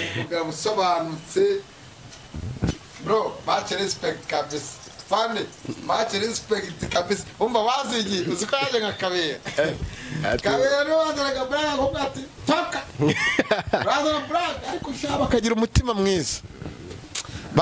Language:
Kinyarwanda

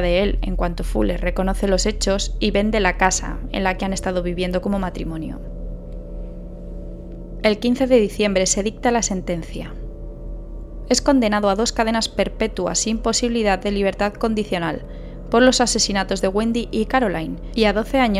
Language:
Spanish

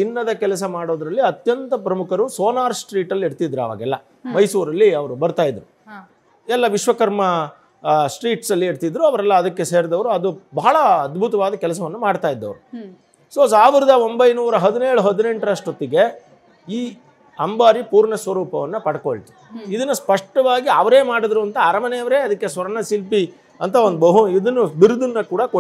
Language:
Kannada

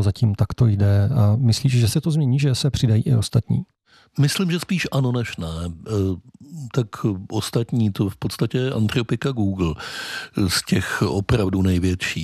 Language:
Czech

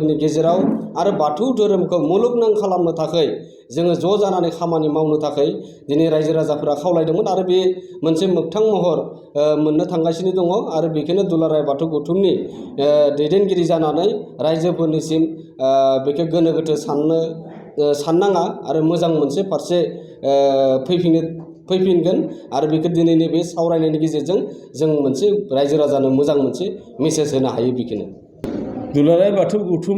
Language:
Bodo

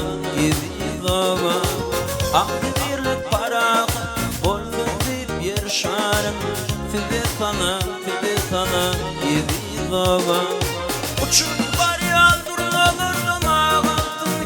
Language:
Turkmen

